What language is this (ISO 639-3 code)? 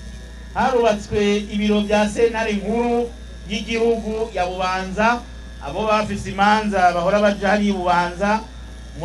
run